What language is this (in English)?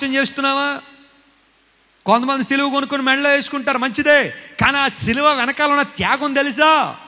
Telugu